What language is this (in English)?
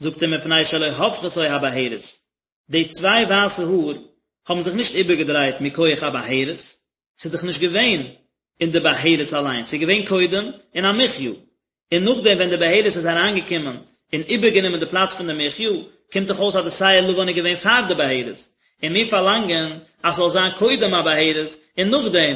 Yiddish